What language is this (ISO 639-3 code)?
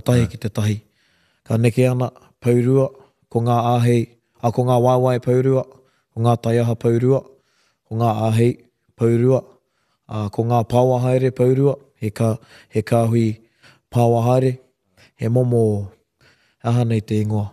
mri